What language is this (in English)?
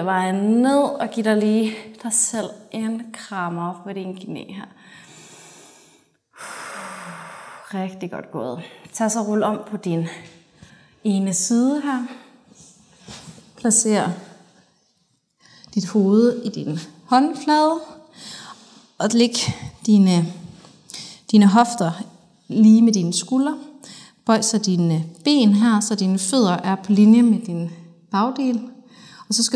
Danish